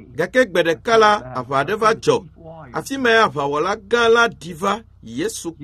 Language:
Ewe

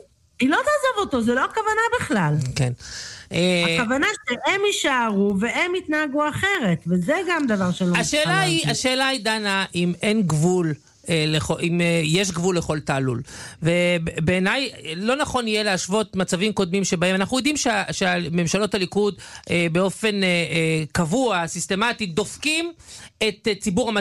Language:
Hebrew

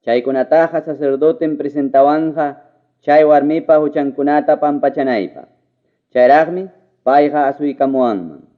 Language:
Ayacucho Quechua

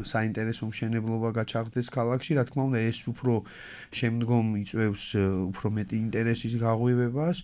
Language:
Georgian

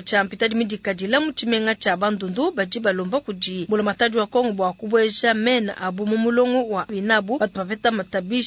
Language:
Luba-Lulua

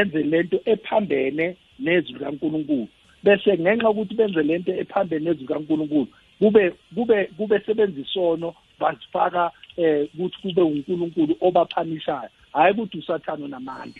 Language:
South Ndebele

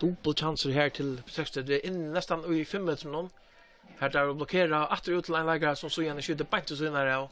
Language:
Faroese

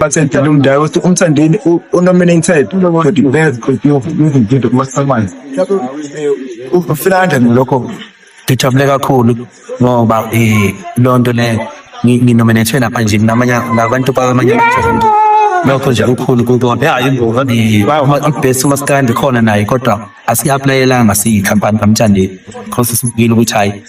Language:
Zulu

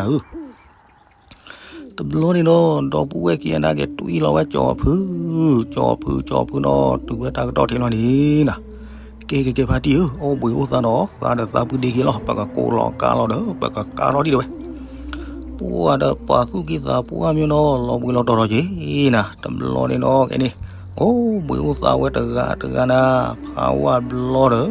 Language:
S'gaw Karen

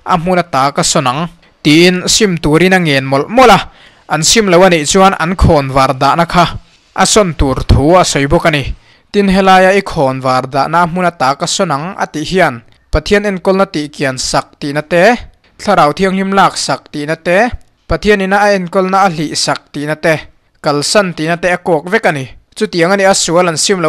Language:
Mizo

